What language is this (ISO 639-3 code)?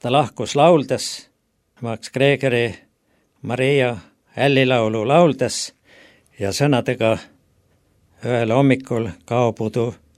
est